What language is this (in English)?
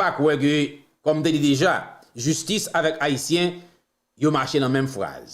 Haitian Creole